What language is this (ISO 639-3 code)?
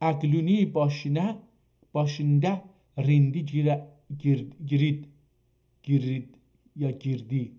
azb